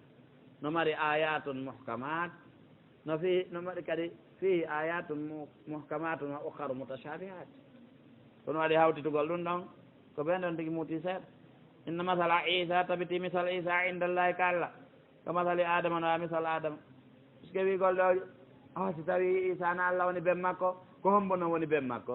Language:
Pular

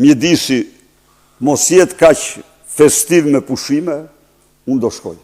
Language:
Albanian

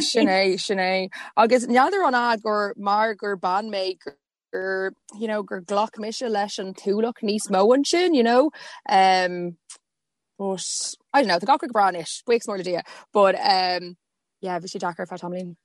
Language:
Irish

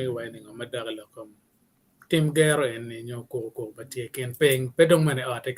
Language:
Acoli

